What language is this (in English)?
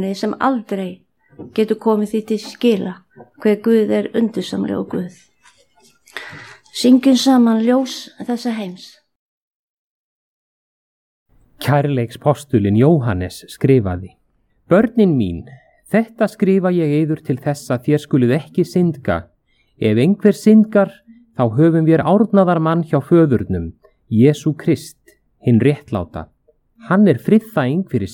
Icelandic